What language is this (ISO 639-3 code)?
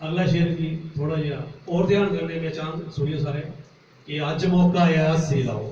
doi